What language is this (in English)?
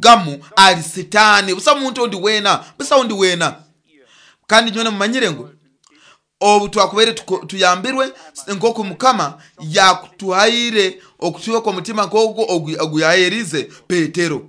Nyoro